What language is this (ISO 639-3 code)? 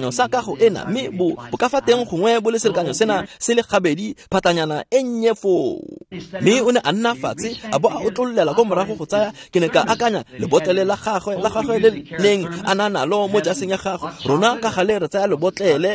tsn